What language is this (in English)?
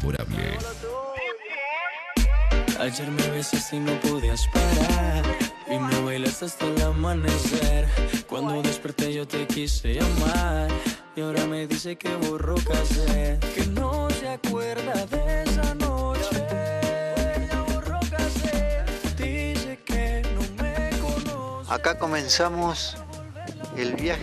Spanish